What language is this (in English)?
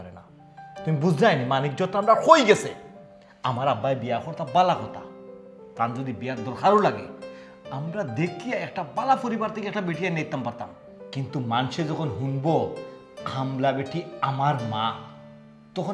Sylheti